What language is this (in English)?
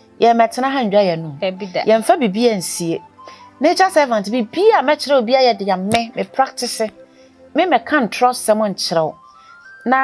Akan